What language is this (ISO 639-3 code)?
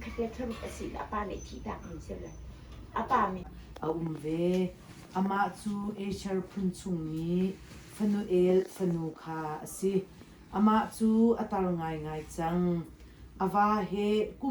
cnh